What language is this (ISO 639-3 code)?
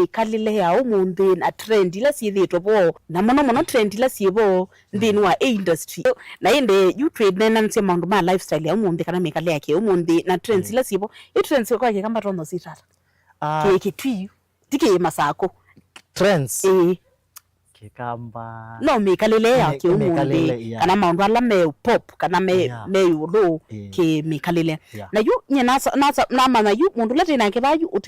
kam